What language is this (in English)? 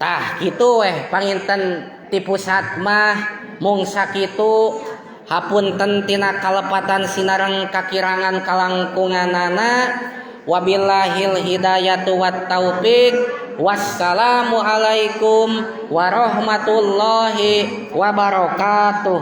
Sundanese